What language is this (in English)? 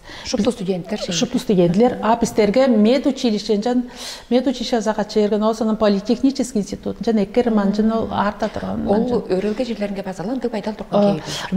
Tuvinian